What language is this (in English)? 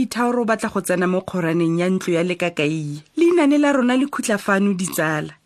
Tswana